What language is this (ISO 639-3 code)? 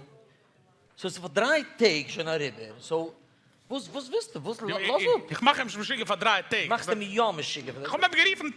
yid